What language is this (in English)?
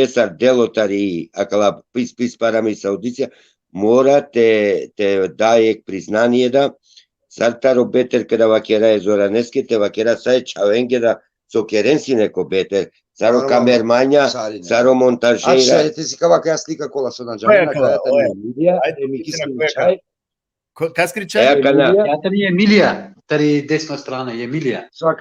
Balkan Romani